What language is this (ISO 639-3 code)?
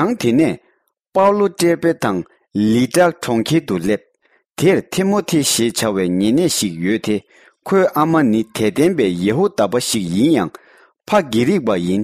bod